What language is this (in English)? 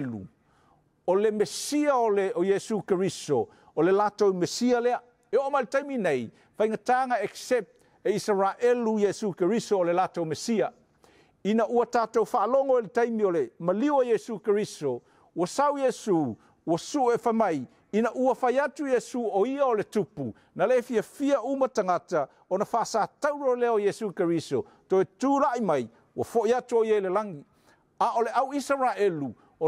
Samoan